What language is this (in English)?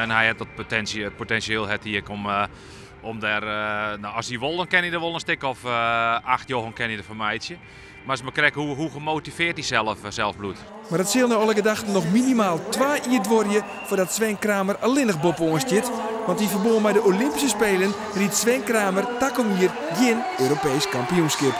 Western Frisian